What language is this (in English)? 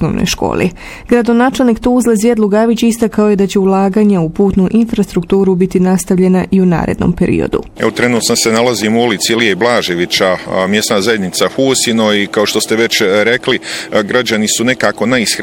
Bosnian